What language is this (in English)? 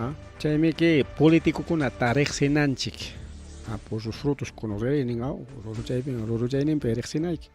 Ayacucho Quechua